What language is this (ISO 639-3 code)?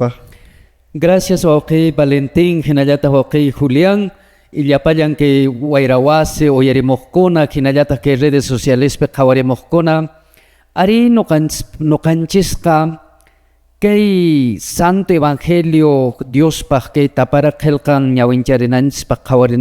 que